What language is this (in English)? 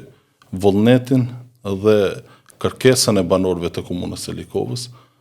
Albanian